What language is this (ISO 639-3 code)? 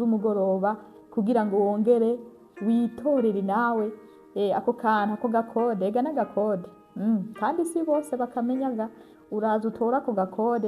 run